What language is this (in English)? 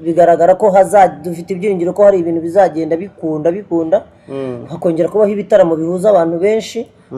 Kinyarwanda